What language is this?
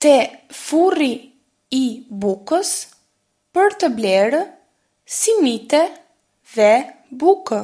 Albanian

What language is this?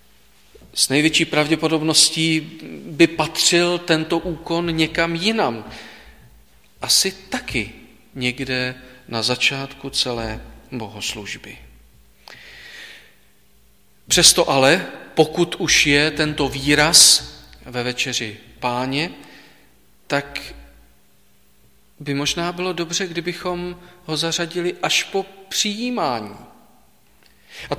Czech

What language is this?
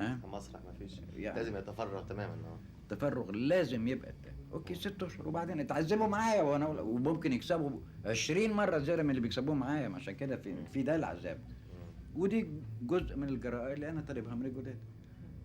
Egyptian Arabic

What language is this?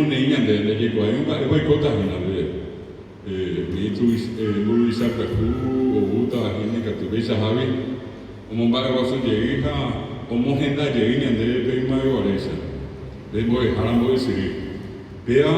Guarani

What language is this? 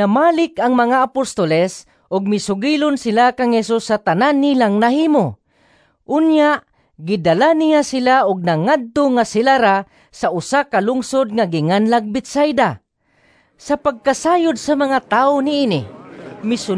Cebuano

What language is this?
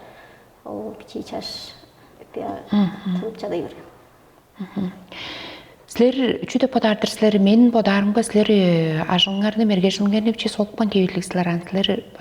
Tuvinian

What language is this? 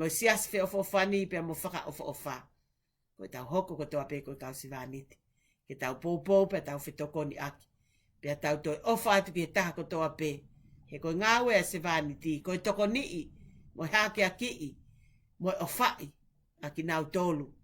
Tongan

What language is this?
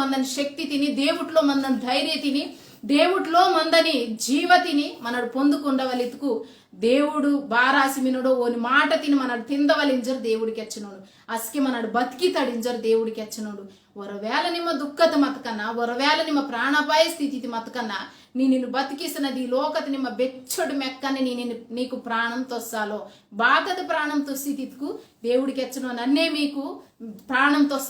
Koya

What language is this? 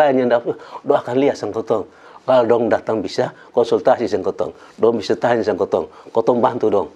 Kupang Malay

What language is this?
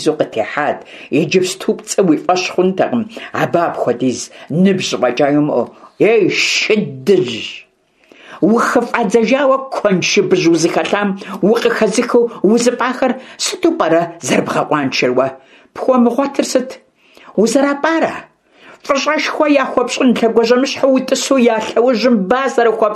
Kabardian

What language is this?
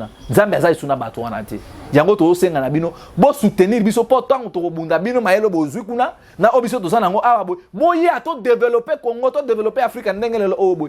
Lingala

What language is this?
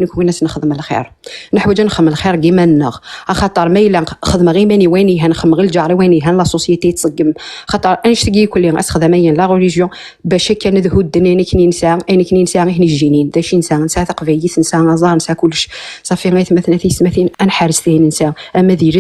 Kabyle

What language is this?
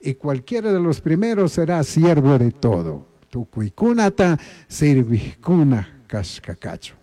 Chimborazo Highland Quichua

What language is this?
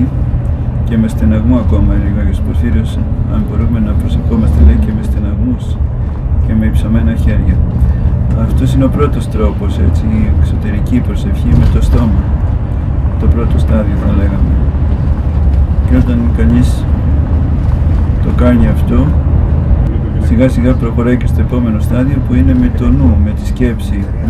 Greek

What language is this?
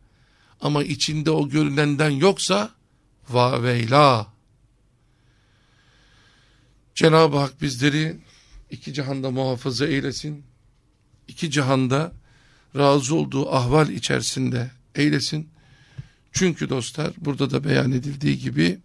Turkish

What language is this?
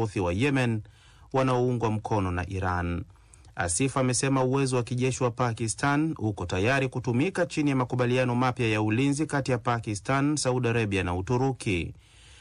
Swahili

